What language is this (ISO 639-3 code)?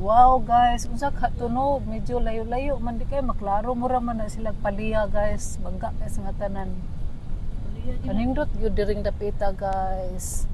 ceb